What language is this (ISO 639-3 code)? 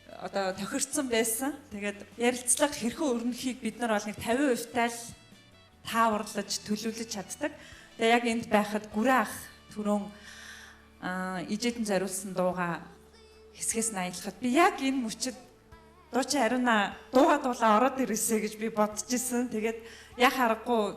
mon